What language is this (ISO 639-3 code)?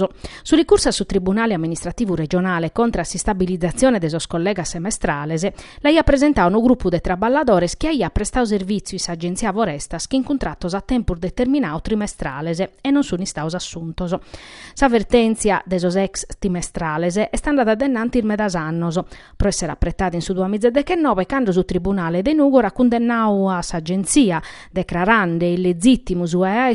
srd